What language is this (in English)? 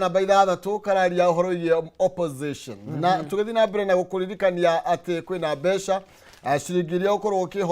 Kikuyu